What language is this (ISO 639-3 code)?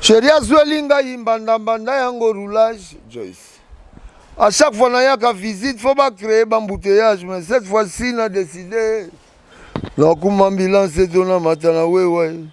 lin